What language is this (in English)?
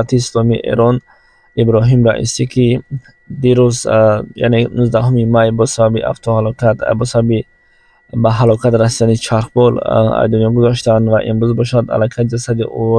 Tajik